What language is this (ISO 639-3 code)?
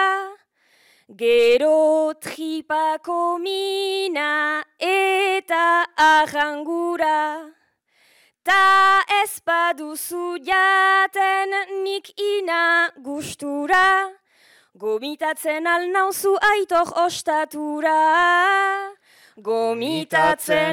eus